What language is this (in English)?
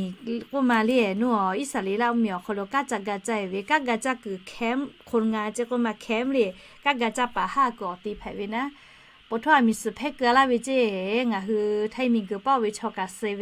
Lahu